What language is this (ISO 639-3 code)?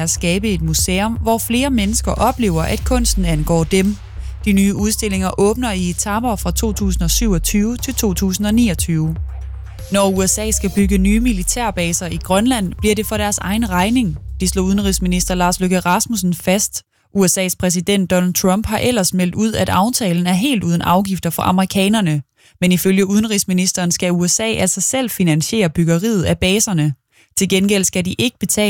dan